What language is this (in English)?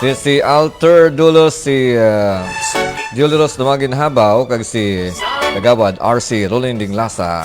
Hiligaynon